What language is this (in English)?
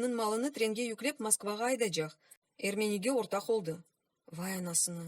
Crimean Tatar